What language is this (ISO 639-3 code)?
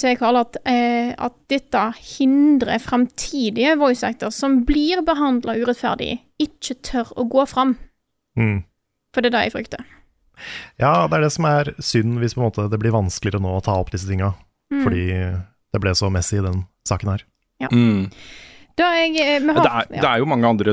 nor